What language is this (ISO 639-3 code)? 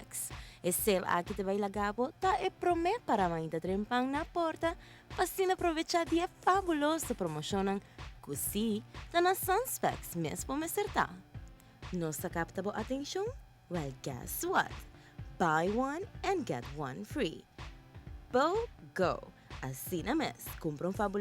pap